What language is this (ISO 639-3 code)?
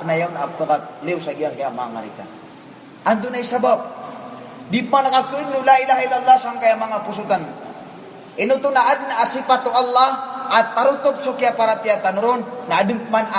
mrw